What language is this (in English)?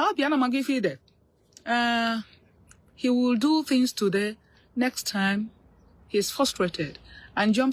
Igbo